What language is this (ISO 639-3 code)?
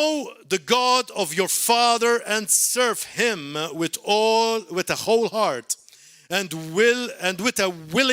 eng